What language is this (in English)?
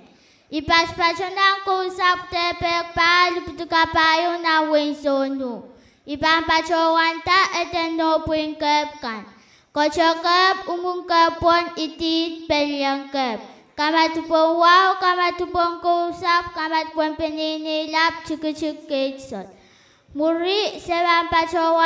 Pohnpeian